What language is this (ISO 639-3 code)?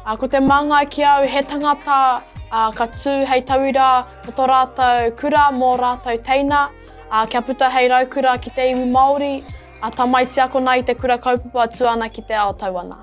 mri